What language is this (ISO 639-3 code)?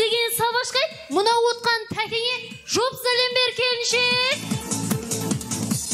kaz